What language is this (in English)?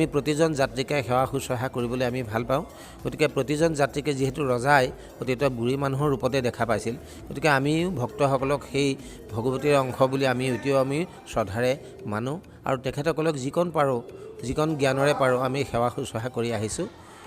Assamese